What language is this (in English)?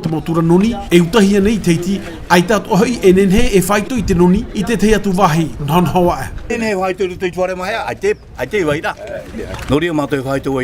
Tahitian